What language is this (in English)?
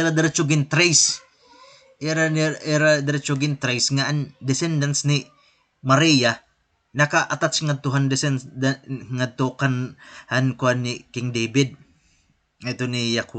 Waray